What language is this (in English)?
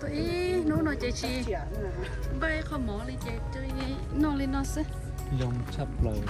Hmong